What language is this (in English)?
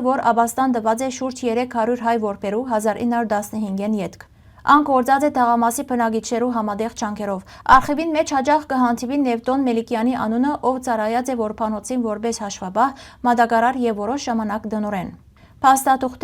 Western Armenian